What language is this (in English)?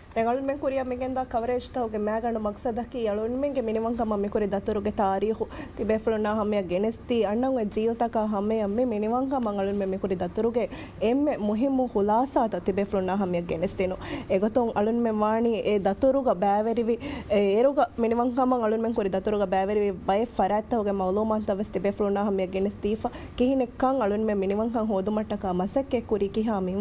Divehi